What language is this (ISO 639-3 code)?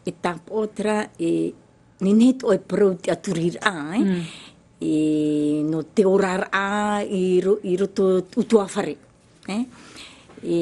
tah